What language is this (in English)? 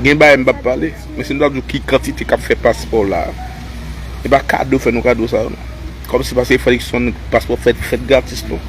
Haitian Creole